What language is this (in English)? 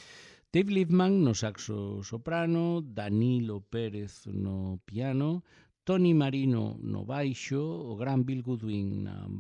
Galician